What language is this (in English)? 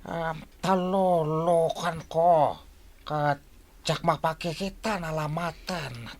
Iloko